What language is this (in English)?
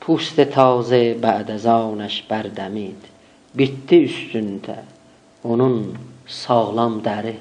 South Azerbaijani